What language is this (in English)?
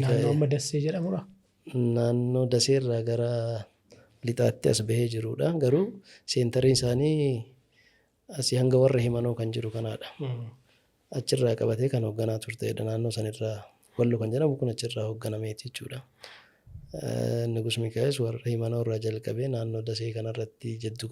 Oromo